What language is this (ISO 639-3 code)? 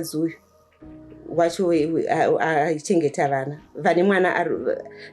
sna